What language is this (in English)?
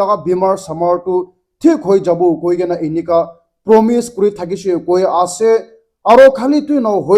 Naga Pidgin